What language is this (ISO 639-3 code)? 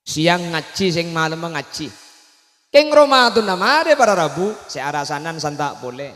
mad